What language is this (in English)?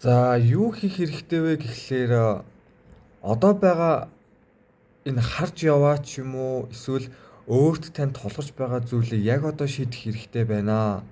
Mongolian